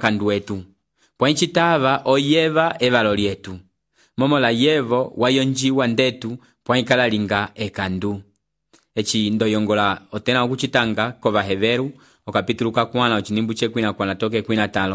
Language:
Umbundu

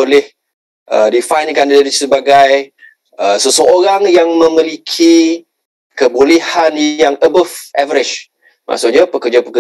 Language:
Malay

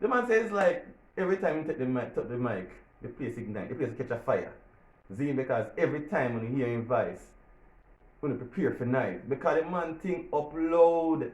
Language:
Jamaican Creole English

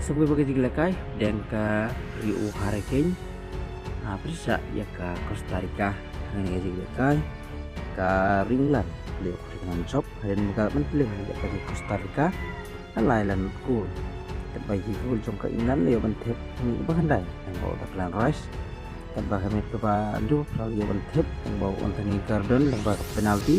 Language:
Khasi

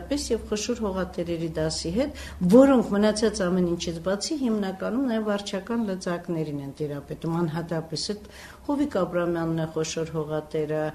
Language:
Armenian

